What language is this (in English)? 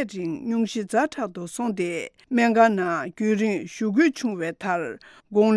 Tibetan